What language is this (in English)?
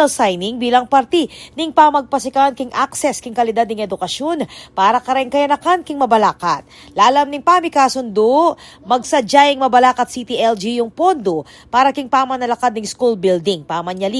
Pampanga